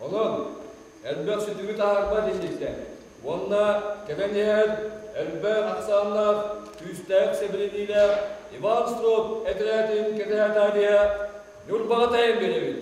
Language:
Yakut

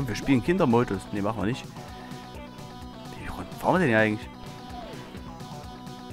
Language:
German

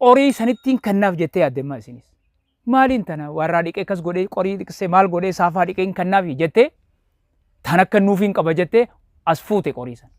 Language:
Oromo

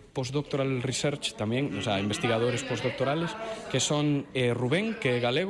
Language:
Galician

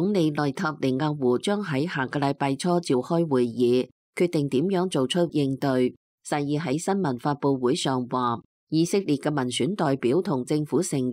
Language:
Cantonese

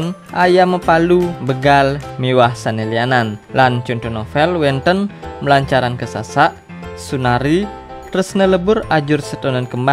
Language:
Balinese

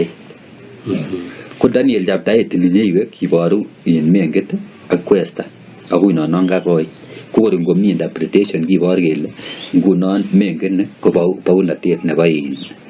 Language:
Kalenjin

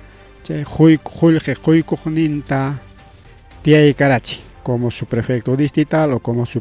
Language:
Ayacucho Quechua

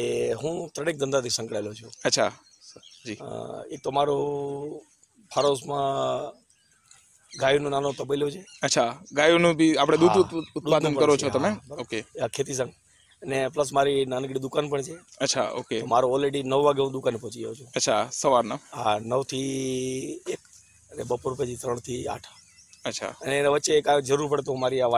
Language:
Gujarati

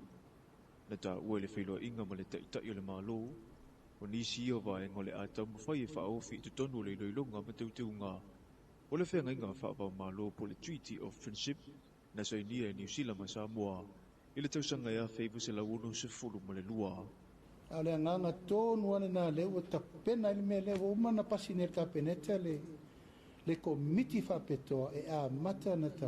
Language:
Samoan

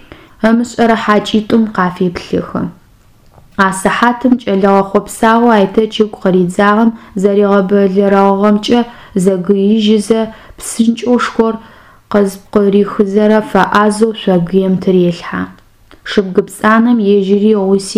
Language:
Adyghe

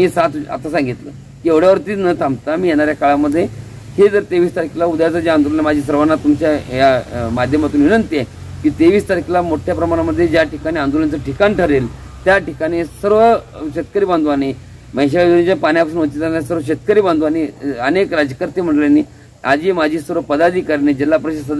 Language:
Marathi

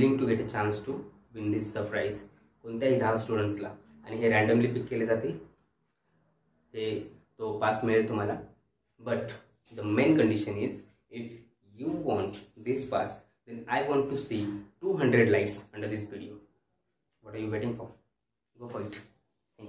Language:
Marathi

